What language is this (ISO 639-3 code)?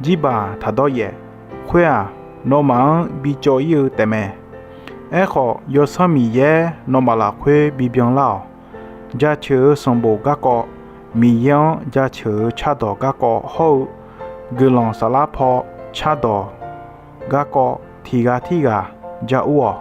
ahk